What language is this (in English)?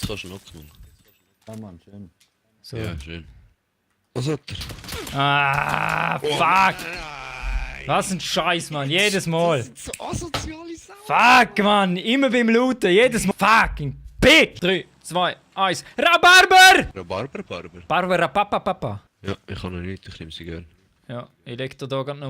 Swiss German